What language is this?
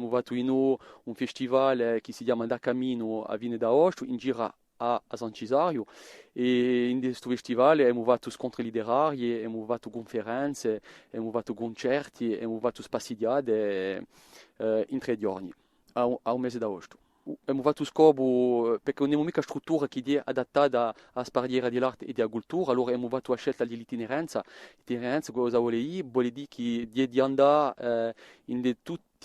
Corsican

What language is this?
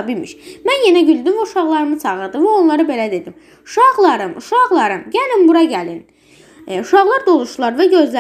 Azerbaijani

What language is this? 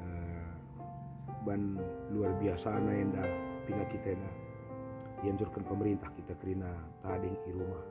Batak Karo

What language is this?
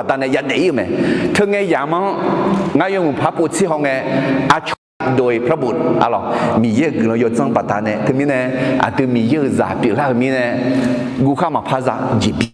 Akha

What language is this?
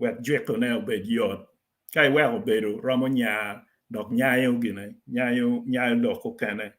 Acoli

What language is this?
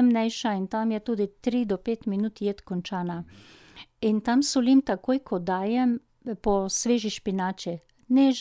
Slovenian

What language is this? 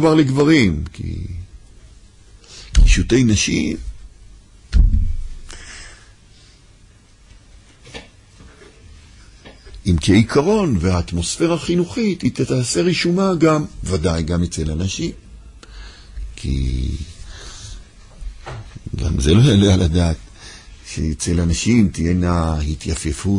Hebrew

